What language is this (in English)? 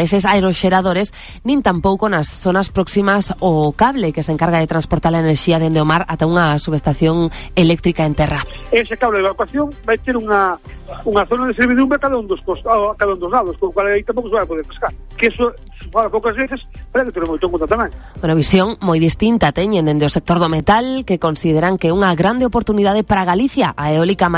Galician